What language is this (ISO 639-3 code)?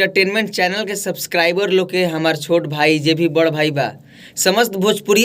bho